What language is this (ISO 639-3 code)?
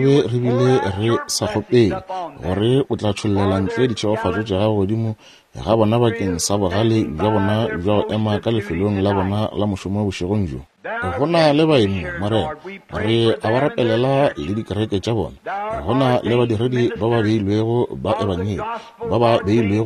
nso